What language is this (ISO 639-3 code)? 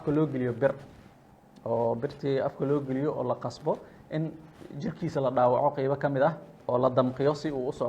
som